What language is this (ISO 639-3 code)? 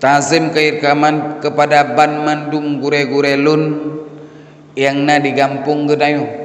ace